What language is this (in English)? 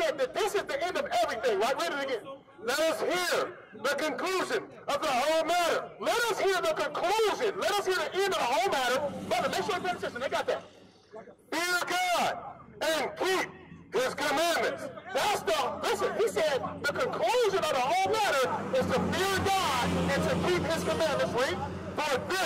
English